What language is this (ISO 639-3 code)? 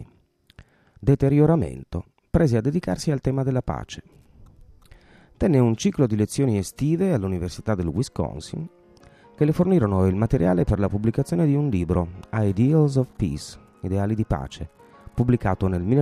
ita